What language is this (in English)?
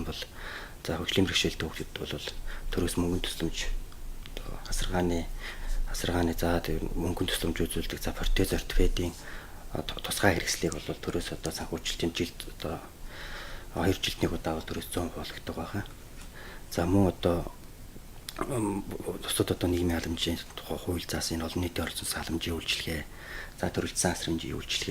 Mongolian